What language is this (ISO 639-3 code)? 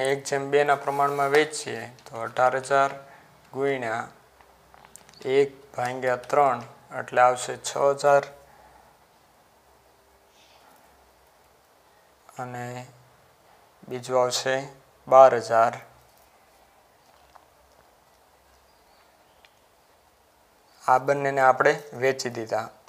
guj